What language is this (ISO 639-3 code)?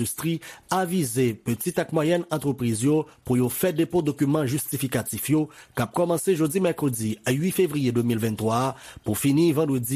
hat